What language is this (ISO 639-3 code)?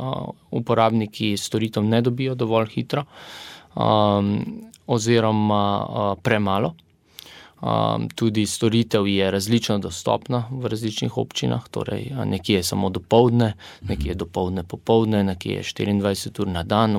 slv